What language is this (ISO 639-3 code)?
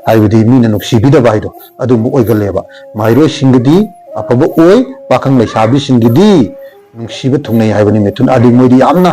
mni